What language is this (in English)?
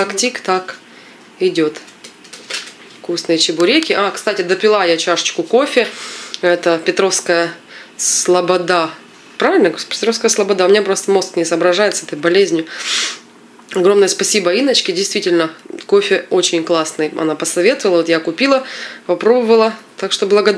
Russian